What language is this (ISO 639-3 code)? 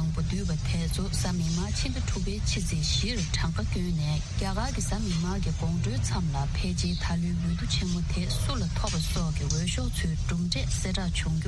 bod